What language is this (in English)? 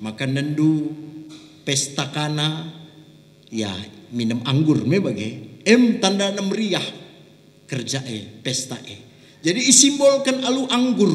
Batak Karo